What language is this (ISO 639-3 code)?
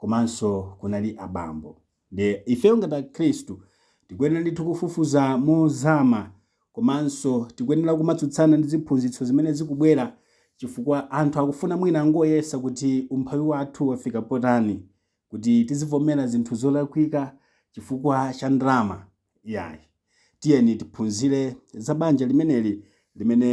nya